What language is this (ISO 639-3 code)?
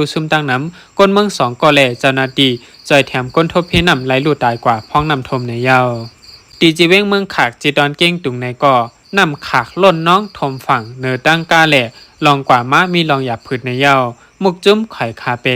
shn